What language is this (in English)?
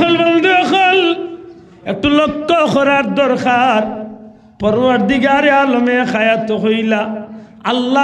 Sylheti